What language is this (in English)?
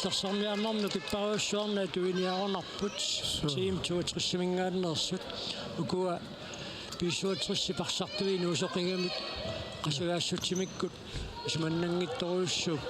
Kalaallisut